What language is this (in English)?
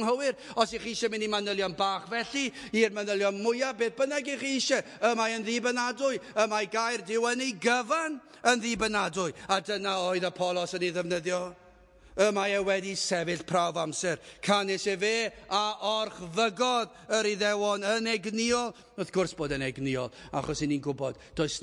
Welsh